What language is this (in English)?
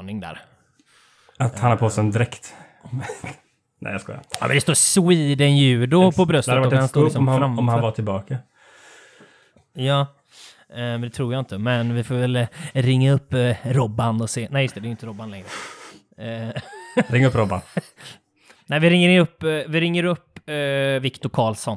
Swedish